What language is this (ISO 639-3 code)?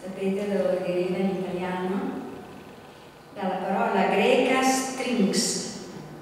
ita